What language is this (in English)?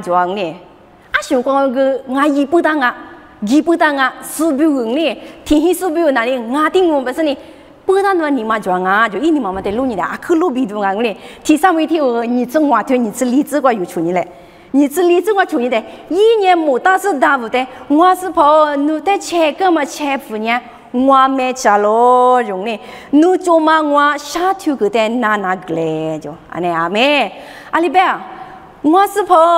Lisu